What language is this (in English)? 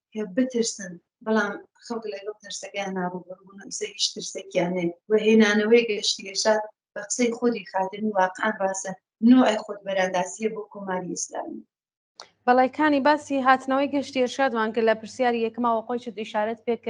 Central Kurdish